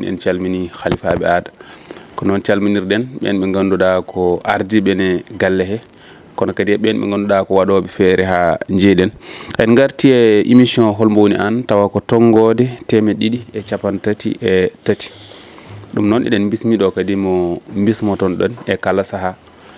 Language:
Fula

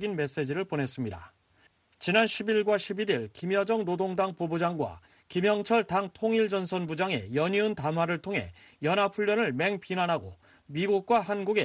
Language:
Korean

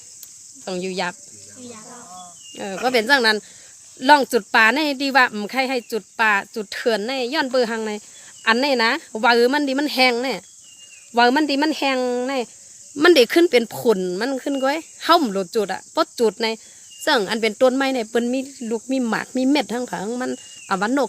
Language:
Shan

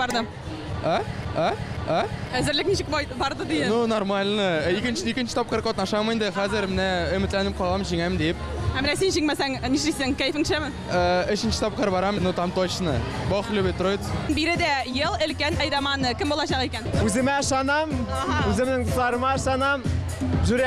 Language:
Tatar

